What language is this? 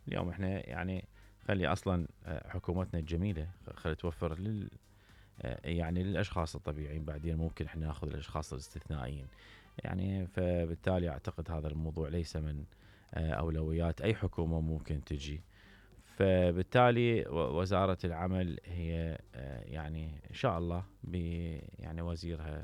Mesopotamian Arabic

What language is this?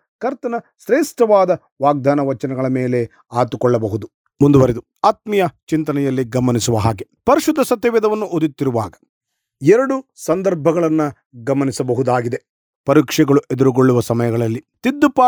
Kannada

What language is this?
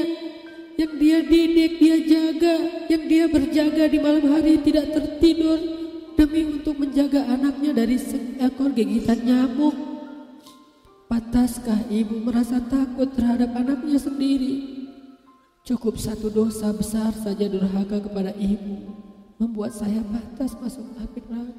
Indonesian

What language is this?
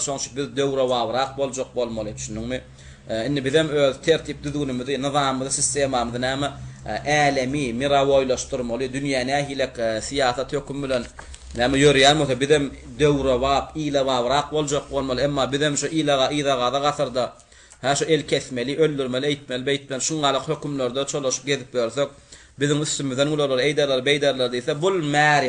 Turkmen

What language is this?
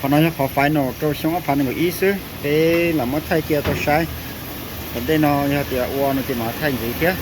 Hmong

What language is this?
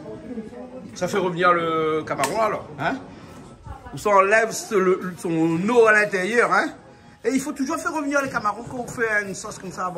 Réunion Creole French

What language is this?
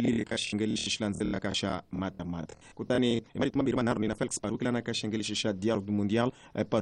Tsonga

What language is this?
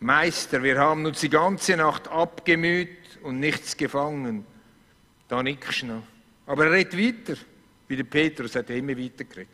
Swiss German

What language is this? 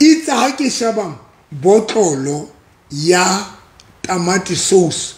Southern Sotho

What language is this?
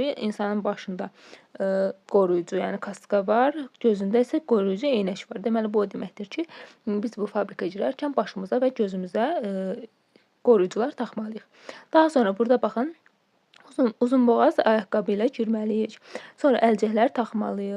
Azerbaijani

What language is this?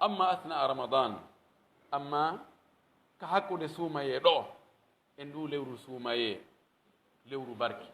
Pular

